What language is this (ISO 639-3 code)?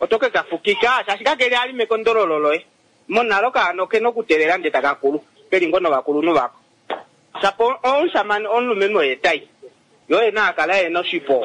kua